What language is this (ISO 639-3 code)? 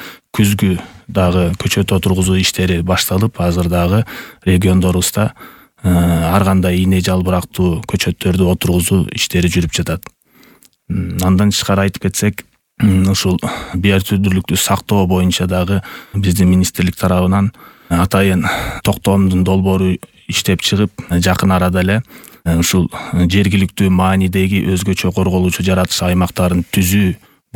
kir